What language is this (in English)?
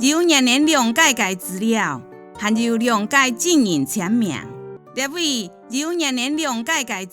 Hakka Chinese